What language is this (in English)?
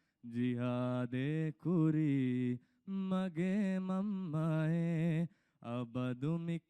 Divehi